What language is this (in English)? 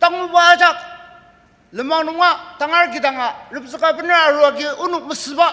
Ao Naga